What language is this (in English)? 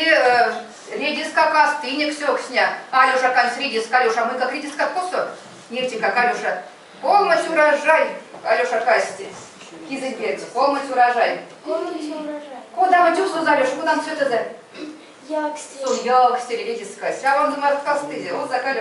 Erzya